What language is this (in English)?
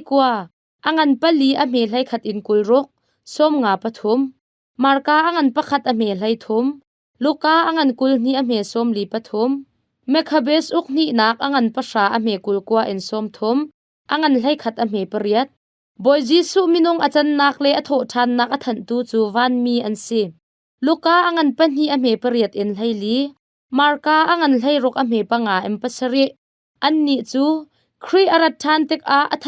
Hakha Chin